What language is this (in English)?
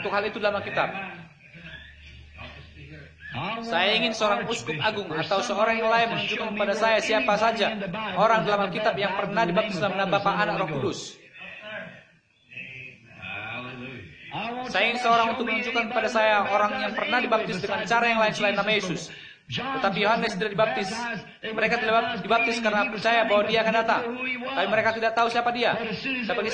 Indonesian